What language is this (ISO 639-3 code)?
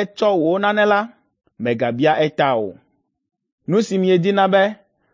ewe